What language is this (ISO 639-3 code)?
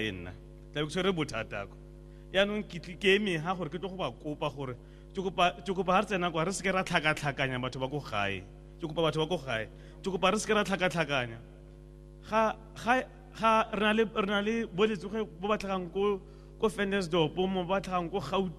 tsn